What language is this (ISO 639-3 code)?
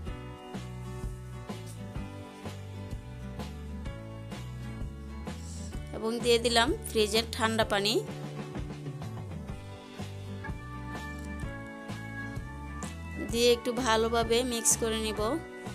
ben